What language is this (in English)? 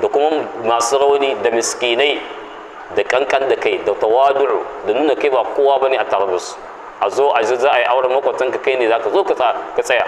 Hausa